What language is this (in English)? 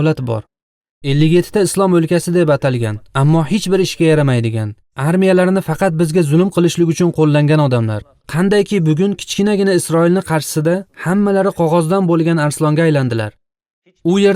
Uzbek